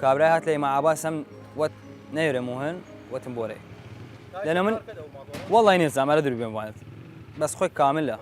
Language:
Southern Kurdish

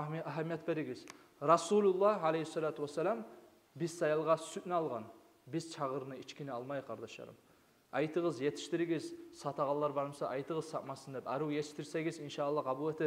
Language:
Kumyk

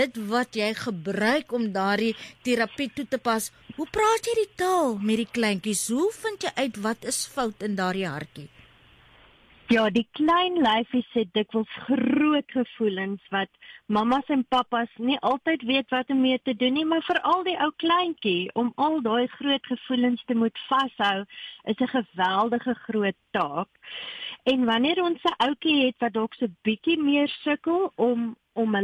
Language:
Afrikaans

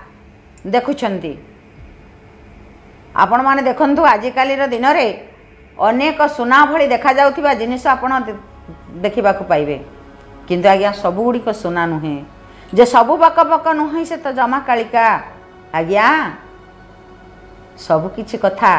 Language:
Odia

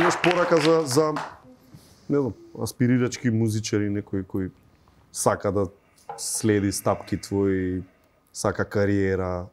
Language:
Macedonian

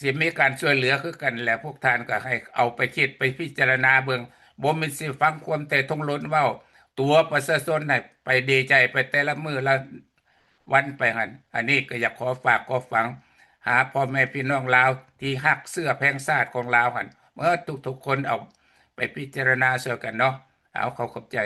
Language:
Lao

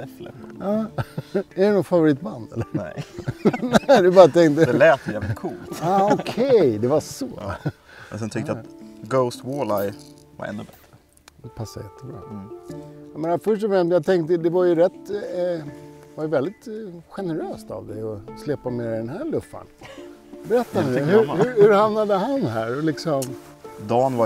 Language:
Swedish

